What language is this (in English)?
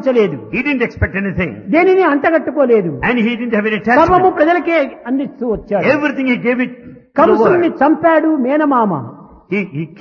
Telugu